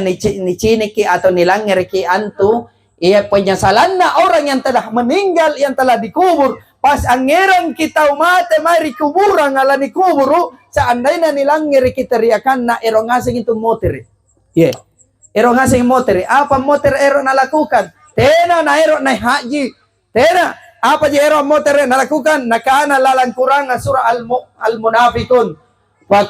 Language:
Makasar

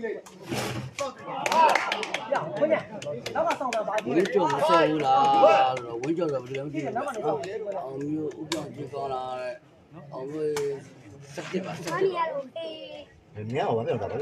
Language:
Burmese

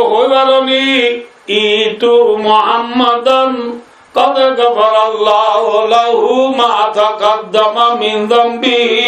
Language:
Rohingya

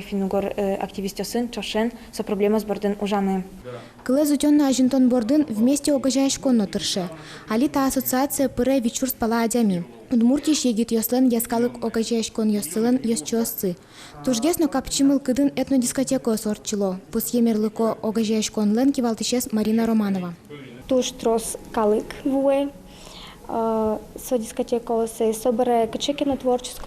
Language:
Udmurt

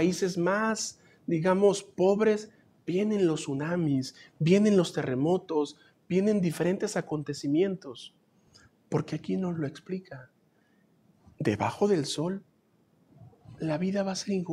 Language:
Spanish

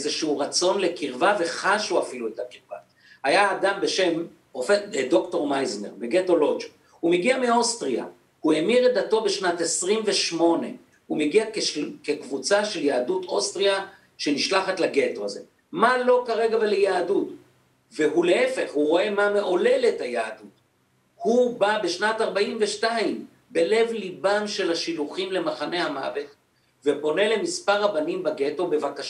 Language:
Hebrew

